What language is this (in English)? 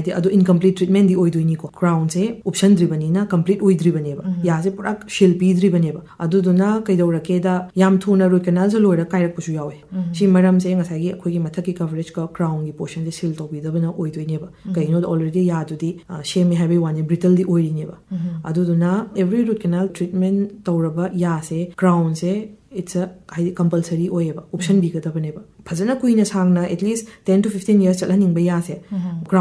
Manipuri